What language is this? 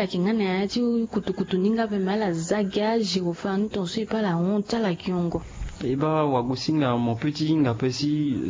Sango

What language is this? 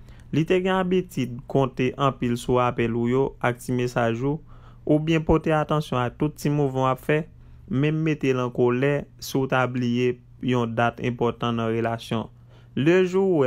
Haitian Creole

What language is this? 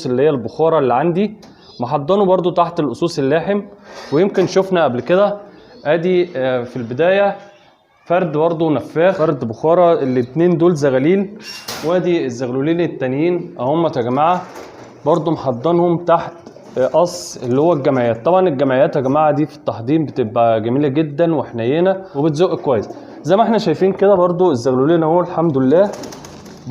Egyptian Arabic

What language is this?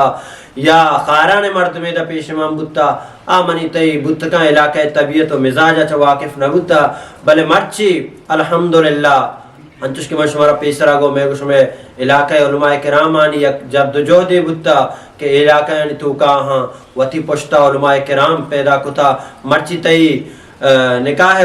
Eastern Balochi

